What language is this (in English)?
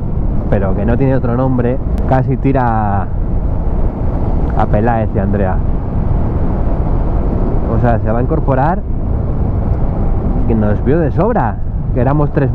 Spanish